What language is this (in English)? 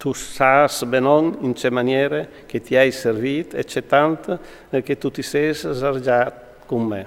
Friulian